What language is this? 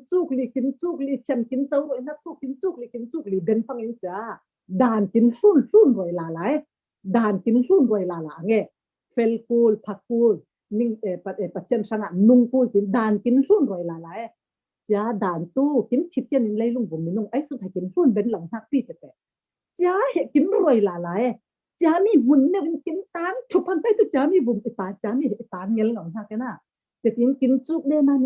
Falam Chin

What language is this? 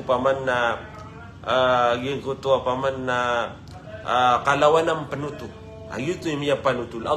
Maranao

